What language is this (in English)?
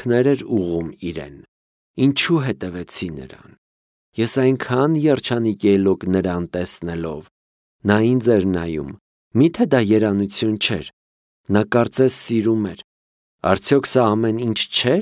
Armenian